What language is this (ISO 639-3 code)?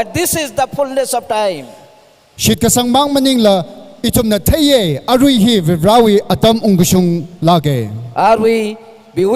nmf